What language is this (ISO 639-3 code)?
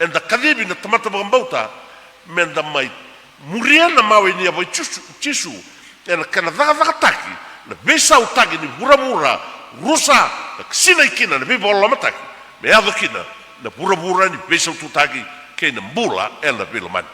fij